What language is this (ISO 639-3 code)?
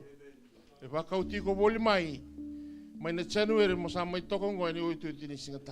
fij